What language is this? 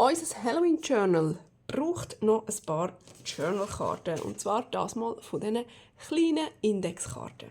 Swiss German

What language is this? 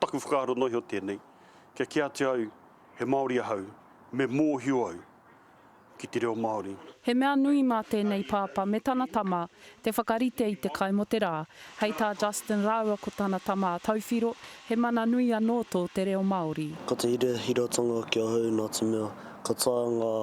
Māori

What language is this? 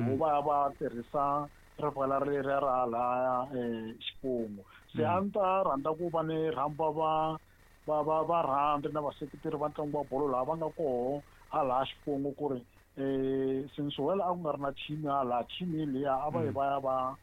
Tsonga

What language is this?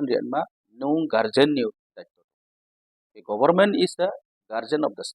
Riang (India)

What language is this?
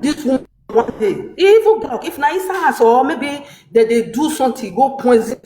Nigerian Pidgin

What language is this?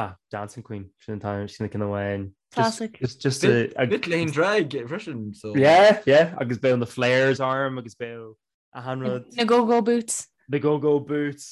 Irish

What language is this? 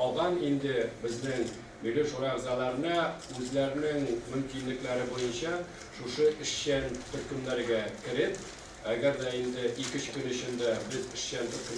Tatar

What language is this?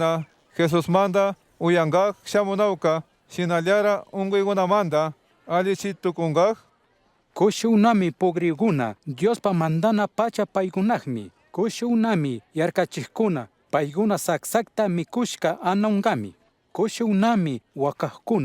Chimborazo Highland Quichua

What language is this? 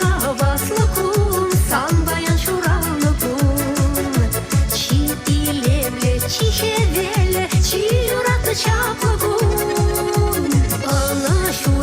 Chuvash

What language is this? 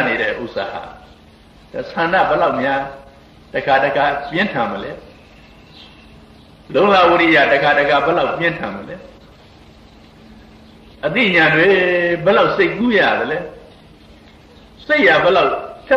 Burmese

